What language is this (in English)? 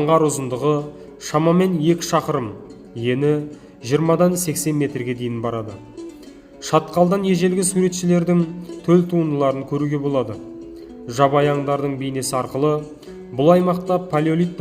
Kazakh